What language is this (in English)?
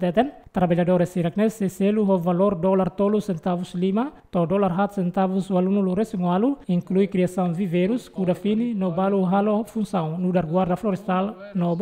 Tetum